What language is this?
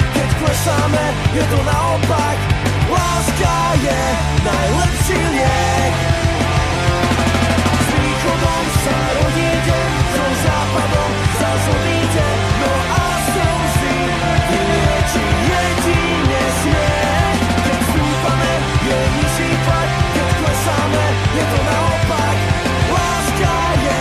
Slovak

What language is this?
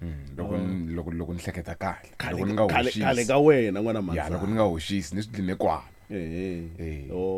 Tsonga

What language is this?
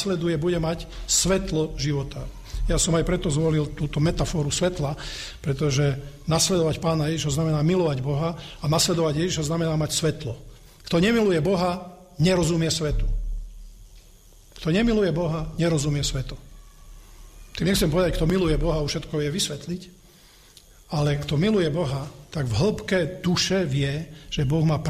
Slovak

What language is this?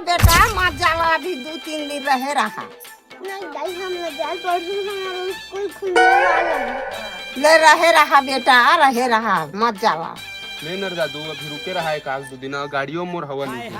Chhattisgarhi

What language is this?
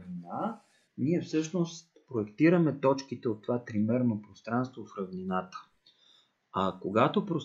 Bulgarian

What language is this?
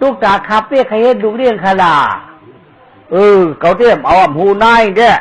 Shan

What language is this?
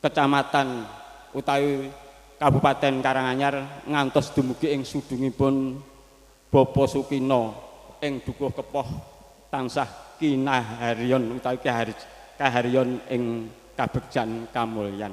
Javanese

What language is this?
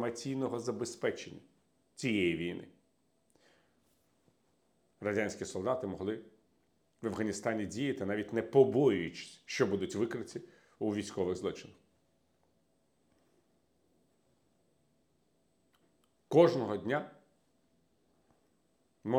Ukrainian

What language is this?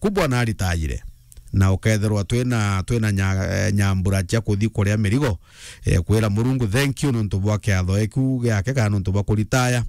Meru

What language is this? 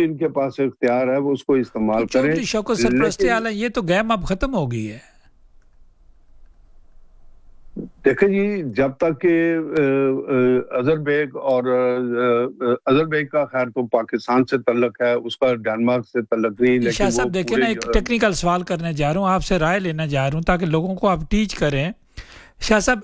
Urdu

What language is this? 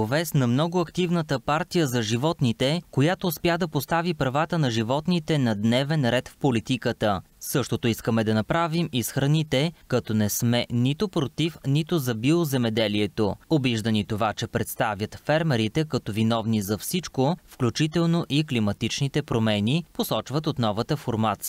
Bulgarian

